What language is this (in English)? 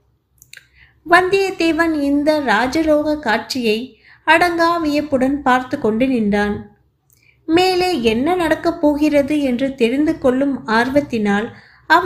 Tamil